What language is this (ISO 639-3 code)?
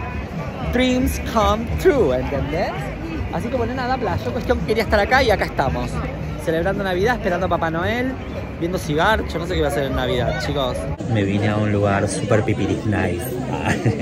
spa